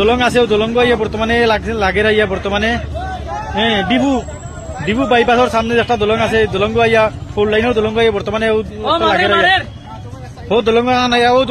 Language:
Sylheti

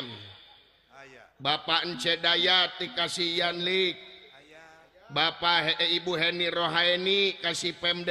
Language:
Sundanese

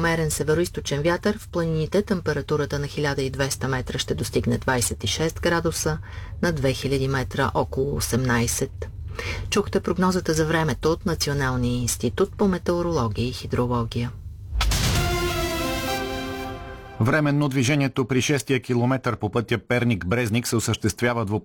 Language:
Bulgarian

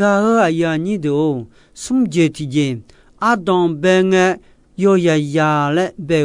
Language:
Akha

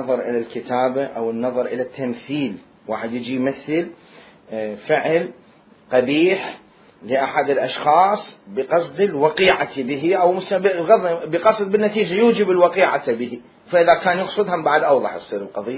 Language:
Mesopotamian Arabic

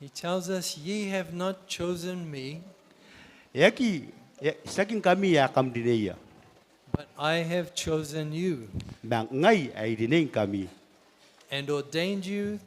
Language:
Gilbertese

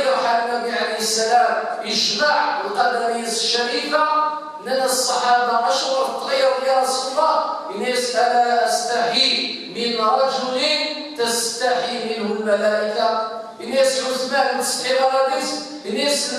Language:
Kabyle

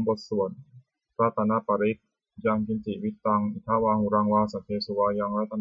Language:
Pali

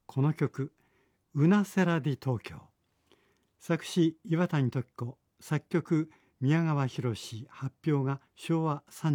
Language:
Japanese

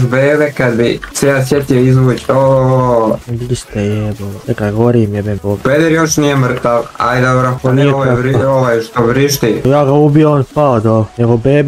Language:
Croatian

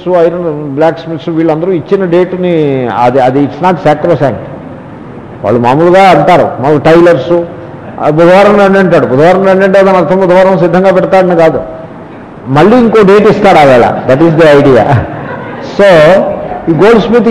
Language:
Telugu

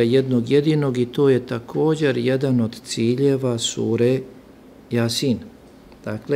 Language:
Bosnian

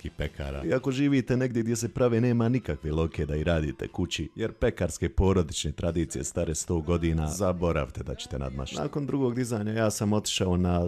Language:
Bosnian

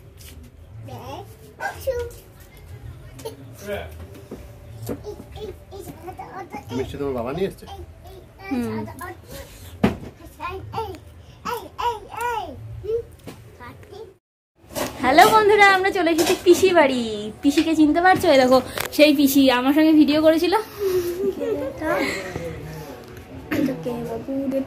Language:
Bangla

